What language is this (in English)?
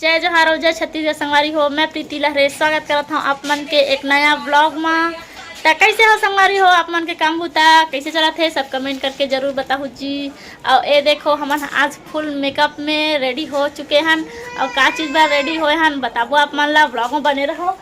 Chhattisgarhi